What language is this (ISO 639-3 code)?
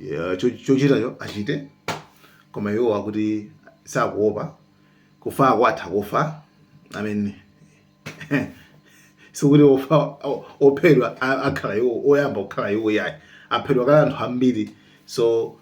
nya